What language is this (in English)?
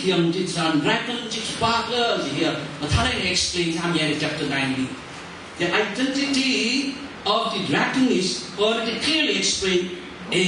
Tangkhul Naga (India)